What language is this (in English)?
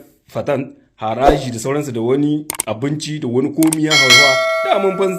Hausa